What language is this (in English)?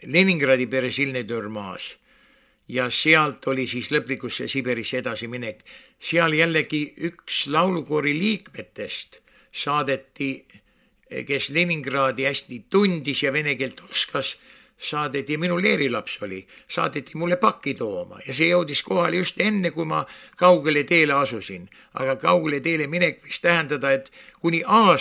Estonian